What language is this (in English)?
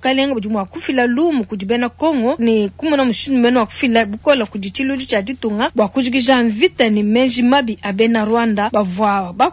Luba-Lulua